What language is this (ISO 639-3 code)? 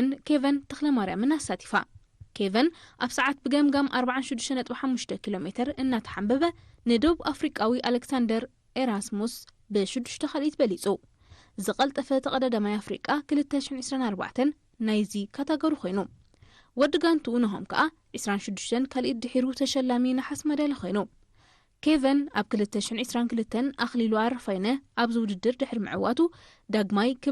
tir